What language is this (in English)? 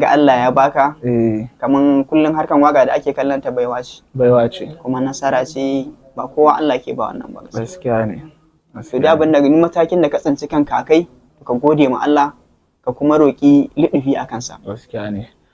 Hausa